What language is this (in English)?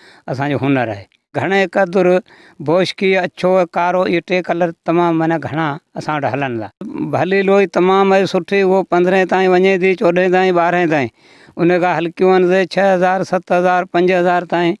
Sindhi